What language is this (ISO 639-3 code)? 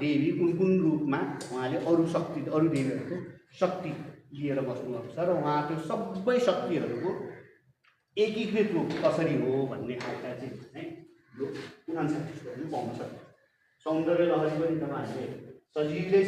nep